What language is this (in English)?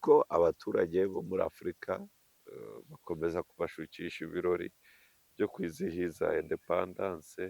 Kinyarwanda